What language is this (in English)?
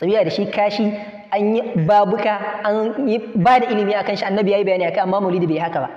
Hausa